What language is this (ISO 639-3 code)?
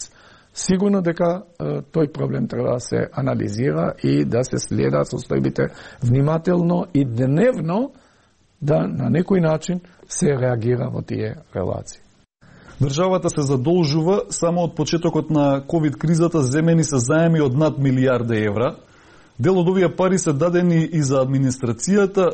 mkd